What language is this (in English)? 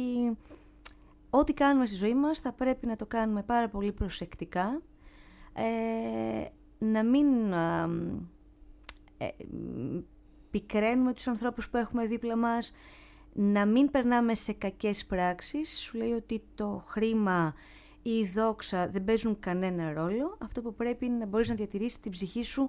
Greek